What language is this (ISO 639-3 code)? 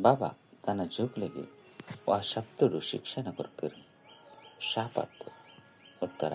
tcy